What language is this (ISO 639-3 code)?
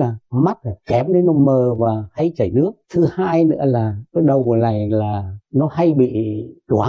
vie